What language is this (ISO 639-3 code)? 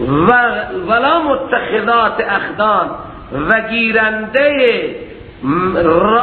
fas